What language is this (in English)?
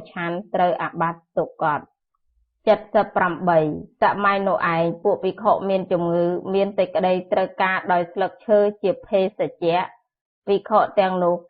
Khmer